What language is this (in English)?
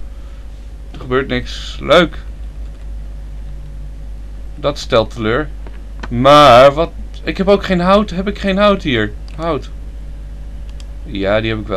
Dutch